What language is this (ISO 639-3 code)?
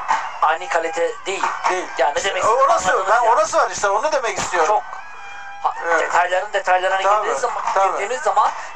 tur